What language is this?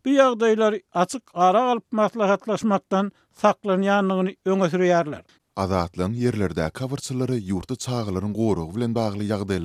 Turkmen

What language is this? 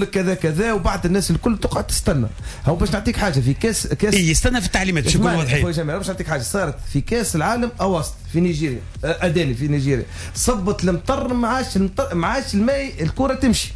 Tunisian Arabic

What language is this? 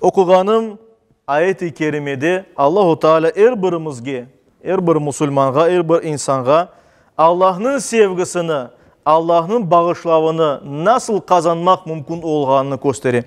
Crimean Tatar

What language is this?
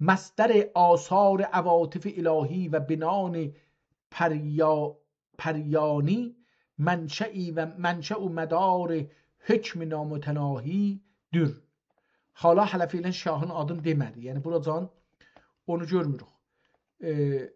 South Azerbaijani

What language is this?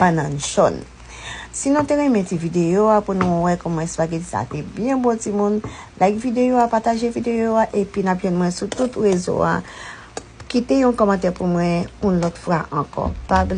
Haitian Creole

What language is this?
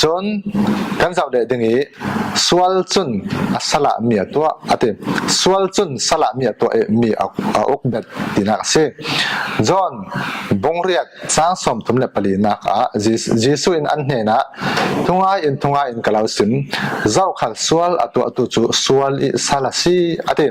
Falam Chin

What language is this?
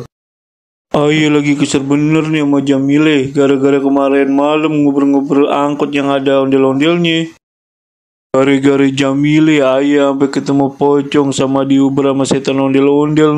Betawi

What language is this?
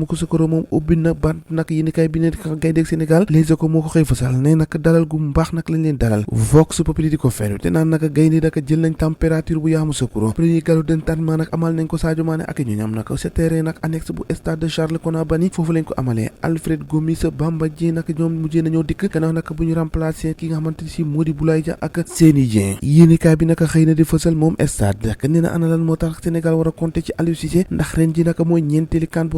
Wolof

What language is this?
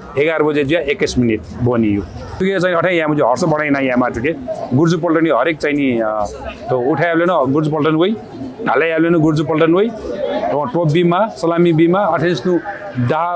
Newari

